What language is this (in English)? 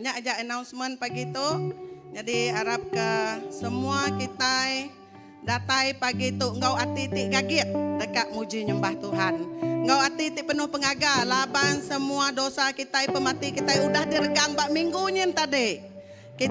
Iban